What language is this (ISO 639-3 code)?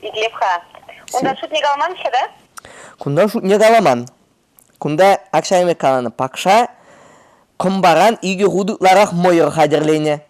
chv